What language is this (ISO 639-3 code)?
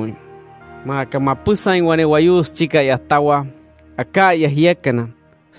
guc